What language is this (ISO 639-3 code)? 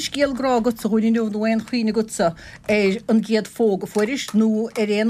gle